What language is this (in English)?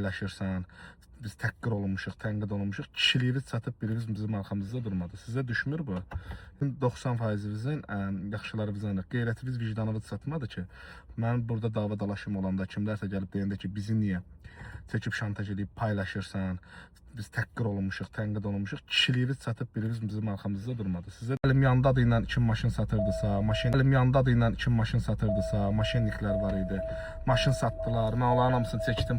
Azerbaijani